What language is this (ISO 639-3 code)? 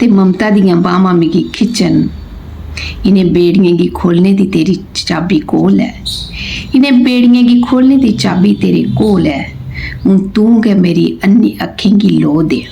doi